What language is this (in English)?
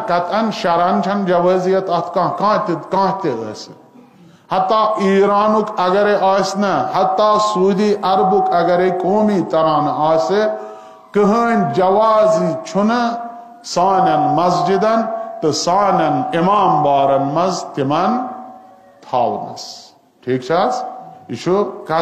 Kashmiri